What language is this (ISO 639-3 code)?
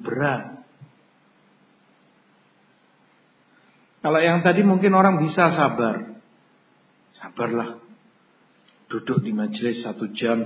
ind